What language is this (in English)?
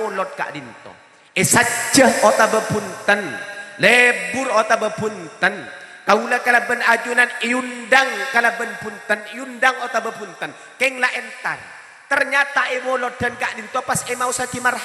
Madurese